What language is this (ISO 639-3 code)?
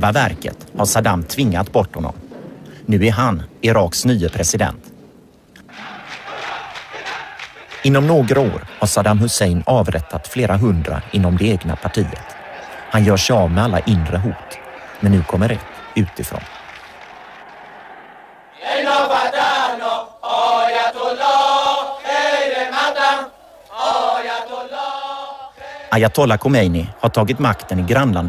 swe